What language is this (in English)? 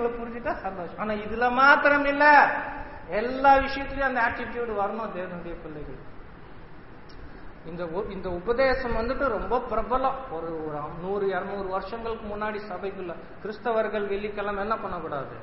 Tamil